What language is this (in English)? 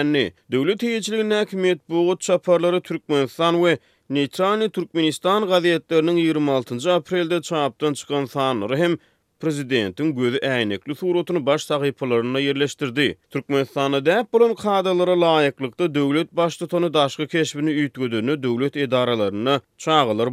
Turkmen